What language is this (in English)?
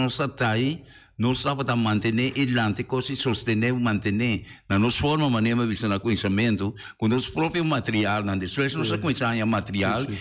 Papiamento